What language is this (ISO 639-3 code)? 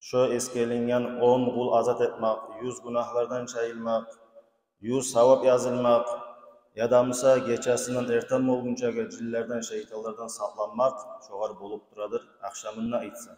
kum